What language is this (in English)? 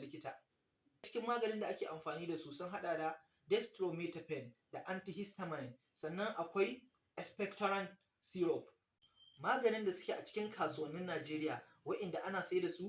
Hausa